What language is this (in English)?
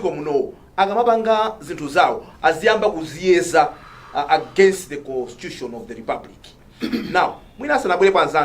Nyanja